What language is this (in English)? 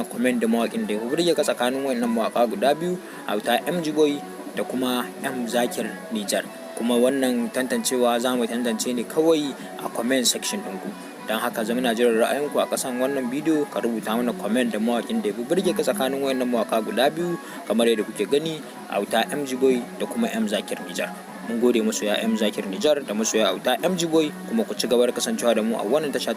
Hausa